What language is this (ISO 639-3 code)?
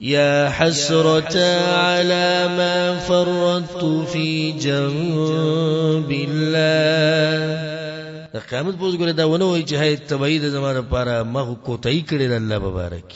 pus